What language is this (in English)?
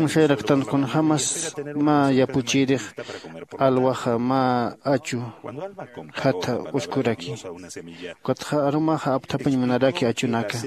Aymara